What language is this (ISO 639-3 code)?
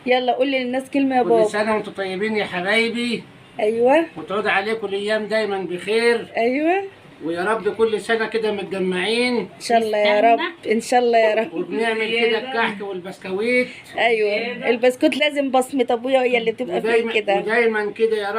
arz